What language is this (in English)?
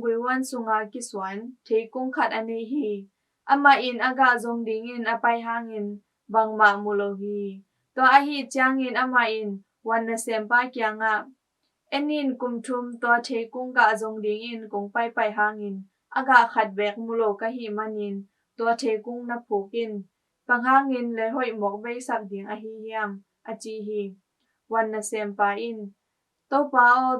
Tedim Chin